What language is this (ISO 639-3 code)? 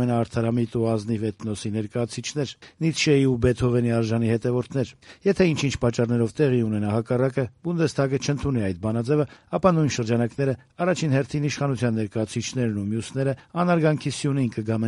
hye